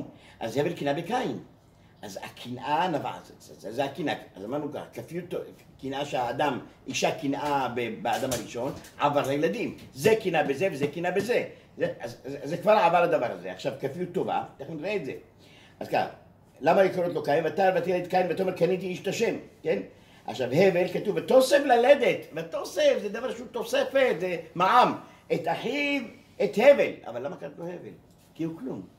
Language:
Hebrew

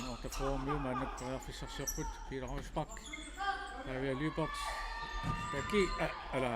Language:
Kalaallisut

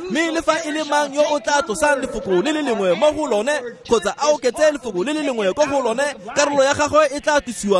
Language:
Tswana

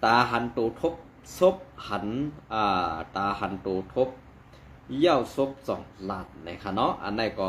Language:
Shan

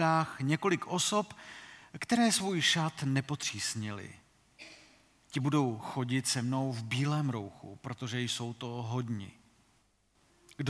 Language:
Czech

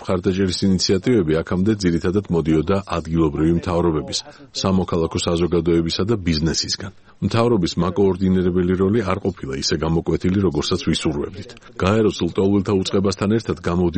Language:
Georgian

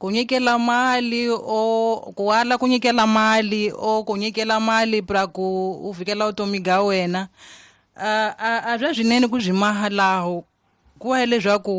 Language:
Tsonga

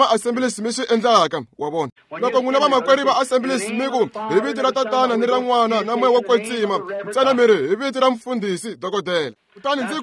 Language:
Tsonga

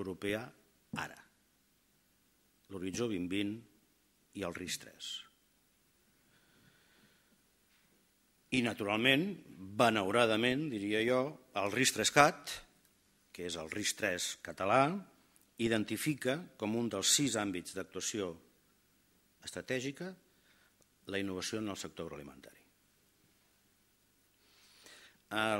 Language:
Catalan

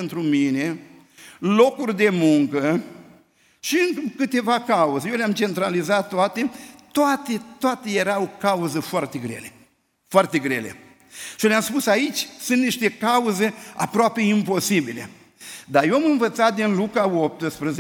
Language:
Romanian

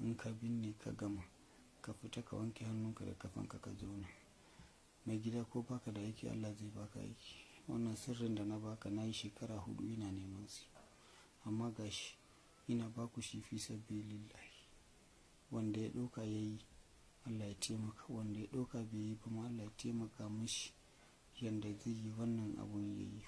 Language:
Hausa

